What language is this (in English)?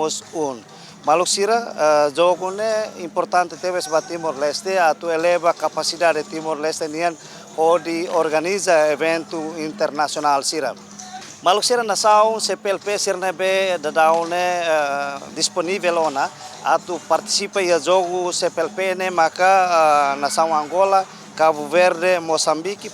Tetum